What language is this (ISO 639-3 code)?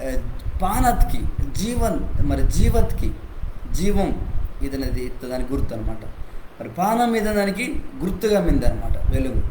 kff